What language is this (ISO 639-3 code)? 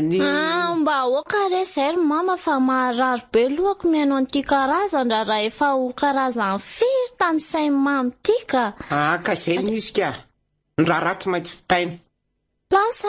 mlg